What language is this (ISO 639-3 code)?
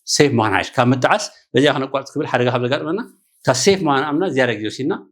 tir